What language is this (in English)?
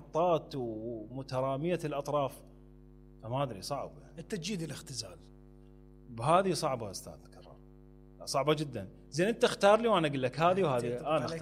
Mesopotamian Arabic